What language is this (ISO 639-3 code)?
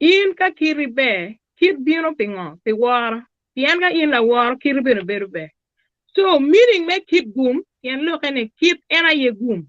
ach